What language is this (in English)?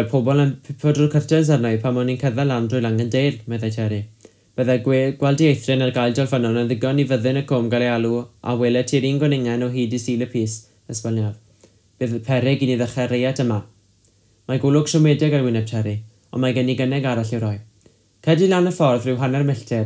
Welsh